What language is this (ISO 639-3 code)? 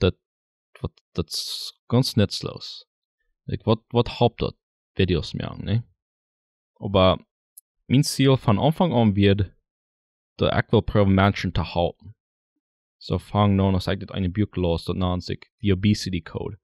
pdt